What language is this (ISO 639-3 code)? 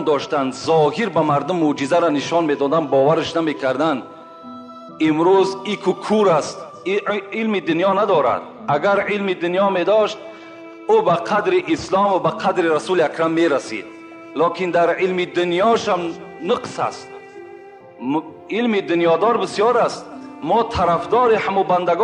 tgk